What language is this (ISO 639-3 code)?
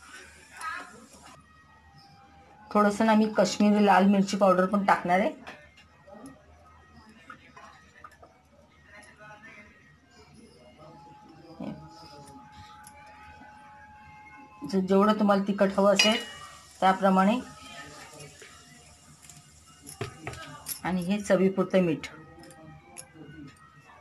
mar